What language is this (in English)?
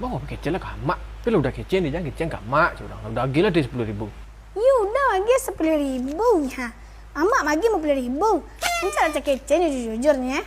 Minangkabau